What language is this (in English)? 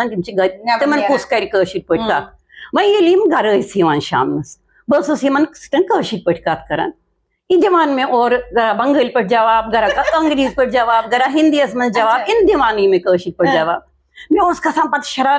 Kashmiri